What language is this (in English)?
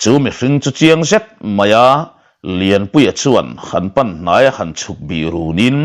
Mizo